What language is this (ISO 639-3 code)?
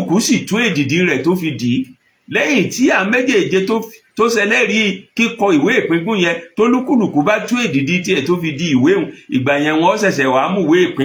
yor